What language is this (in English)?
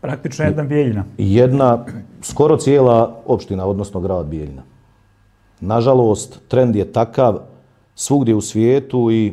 Bosnian